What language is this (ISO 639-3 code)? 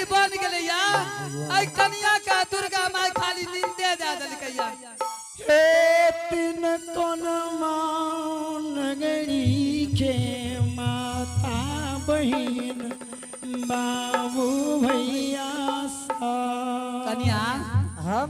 anp